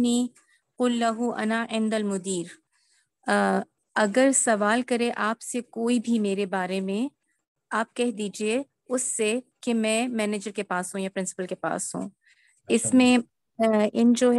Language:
Urdu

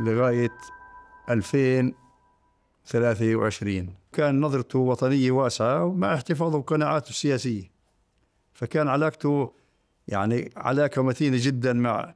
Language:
North Levantine Arabic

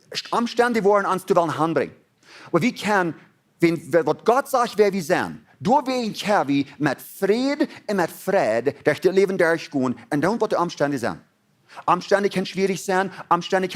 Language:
Plautdietsch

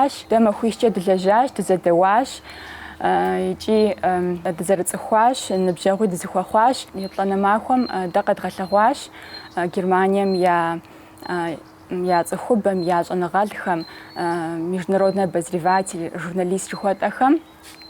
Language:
Kabardian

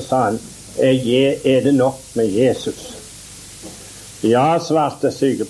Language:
Norwegian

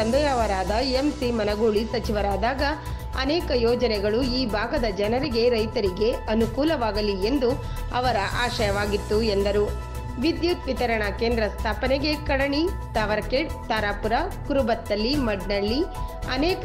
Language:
Kannada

